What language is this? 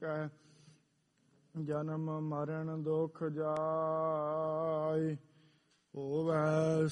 Punjabi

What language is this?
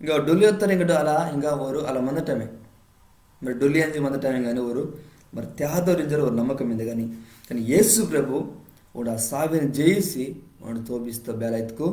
Koya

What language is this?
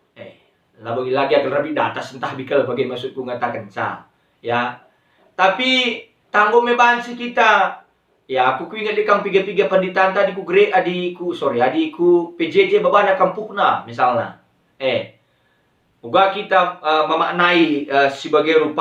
Batak Karo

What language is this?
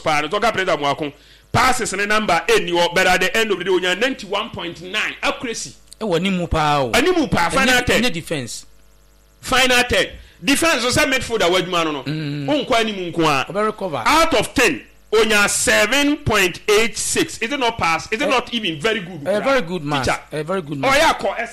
Akan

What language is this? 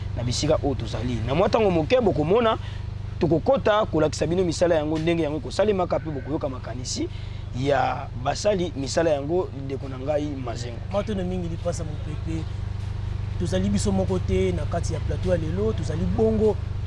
Lingala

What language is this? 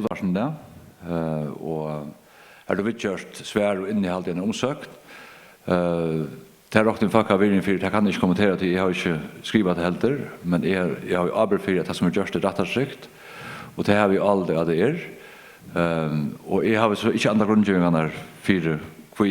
Faroese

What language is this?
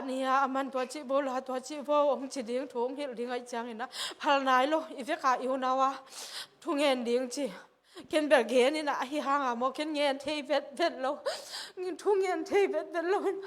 Tedim Chin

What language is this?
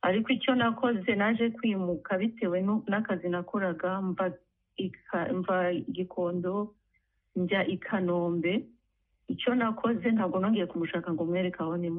Kinyarwanda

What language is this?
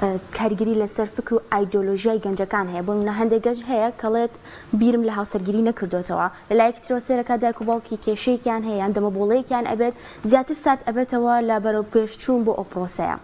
Central Kurdish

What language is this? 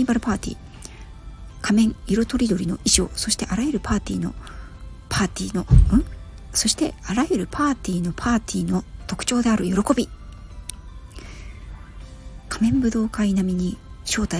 Japanese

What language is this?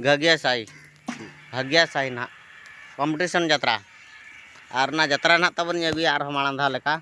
Santali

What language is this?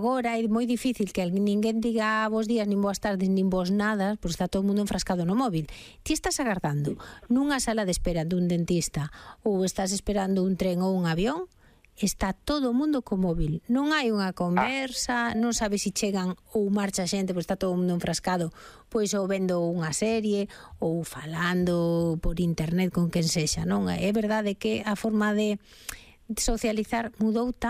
Galician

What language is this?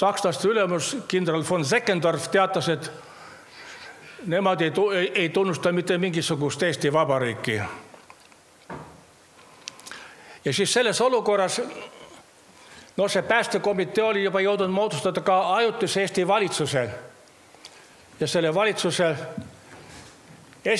Estonian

